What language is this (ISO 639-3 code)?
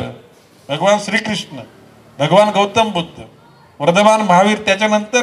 mar